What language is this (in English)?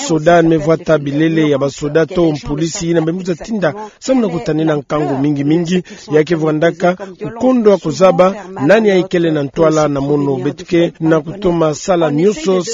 Kituba (Democratic Republic of Congo)